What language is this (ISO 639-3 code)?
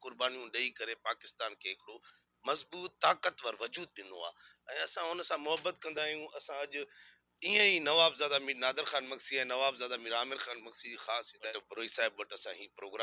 snd